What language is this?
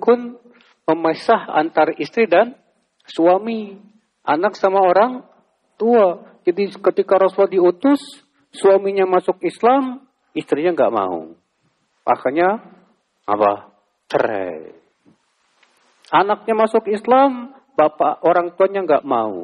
Indonesian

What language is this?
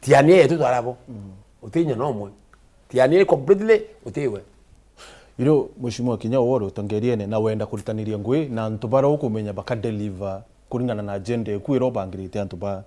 Meru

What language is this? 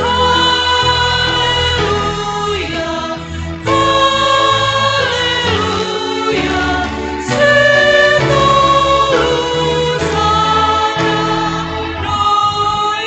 Batak Simalungun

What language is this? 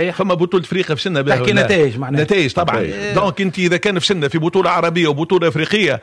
Tunisian Arabic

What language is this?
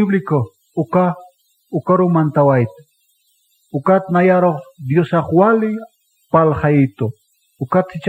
Aymara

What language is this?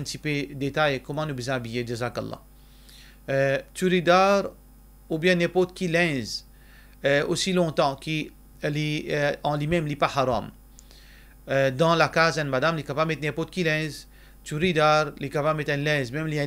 Morisyen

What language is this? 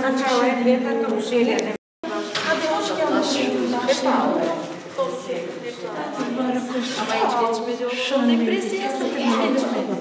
Turkish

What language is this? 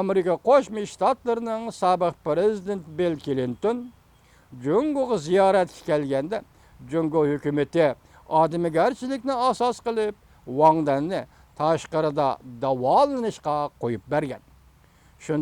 Uyghur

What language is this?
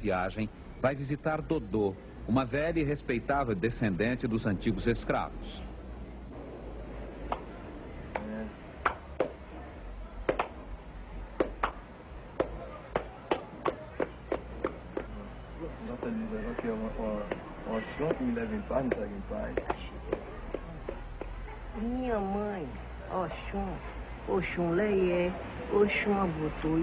Portuguese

